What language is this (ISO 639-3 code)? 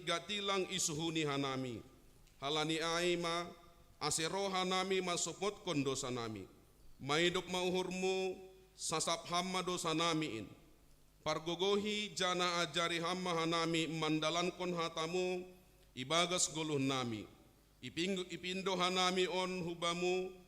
bts